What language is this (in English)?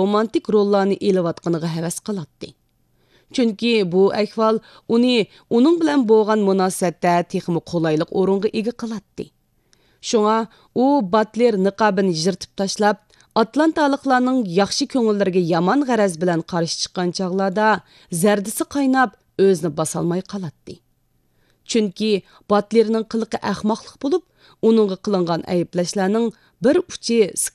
Uyghur